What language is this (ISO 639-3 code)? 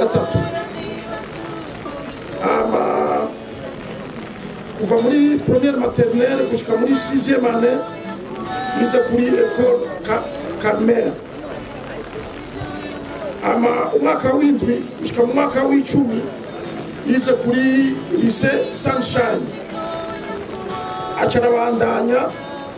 run